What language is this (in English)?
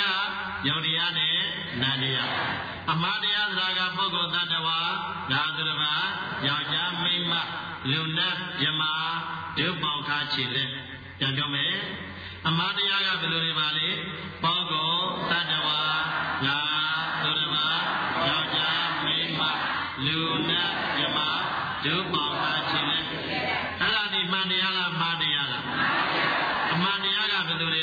Burmese